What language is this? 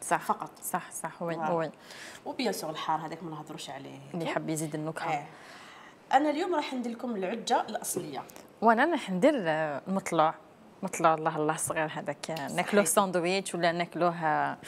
Algerian Arabic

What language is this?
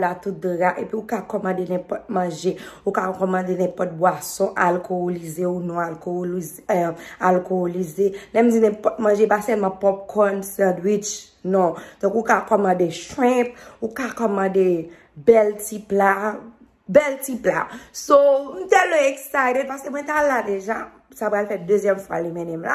Haitian Creole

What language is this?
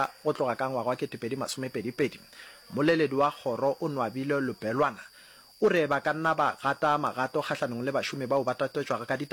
Northern Sotho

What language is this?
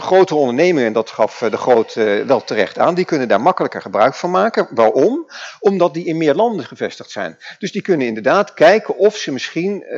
Dutch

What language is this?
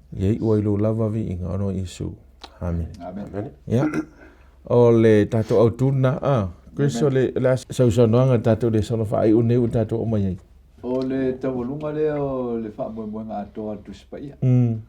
Samoan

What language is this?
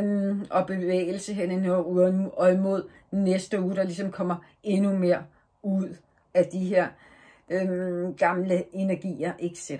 Danish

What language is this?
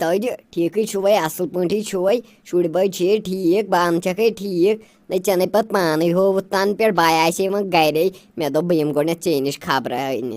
Kashmiri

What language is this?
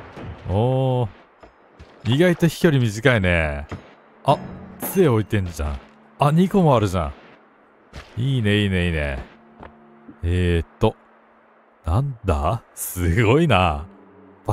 Japanese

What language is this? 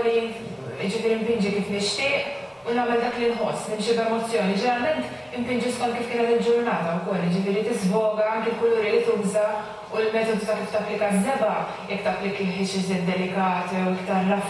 Maltese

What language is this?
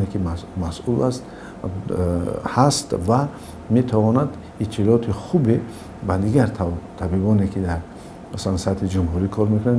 Tajik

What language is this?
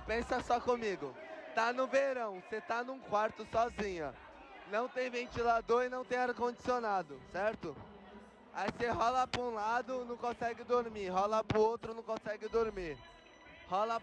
Portuguese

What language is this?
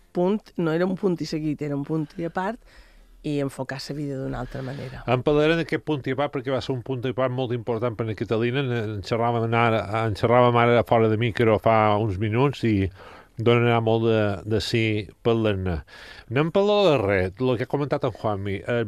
Catalan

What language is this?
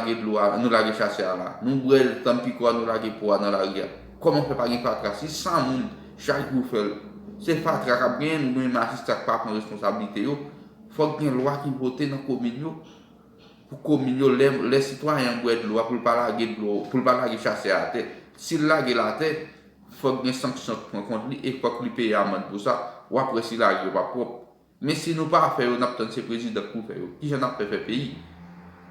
Haitian Creole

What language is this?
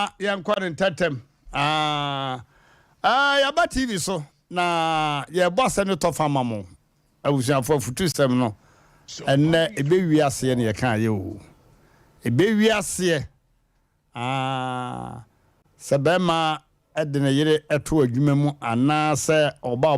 Akan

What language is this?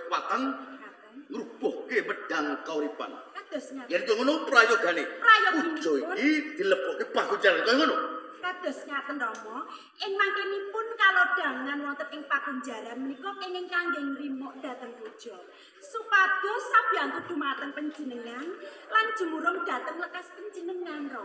Javanese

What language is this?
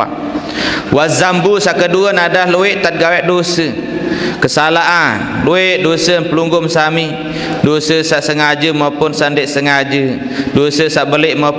Sasak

